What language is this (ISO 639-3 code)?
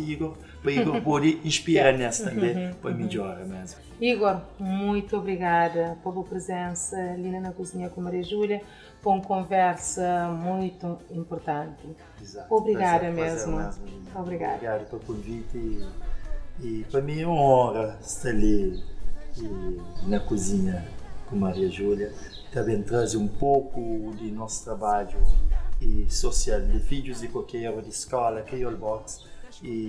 kea